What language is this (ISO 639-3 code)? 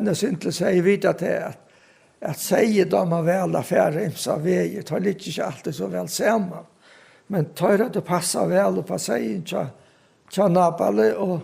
fao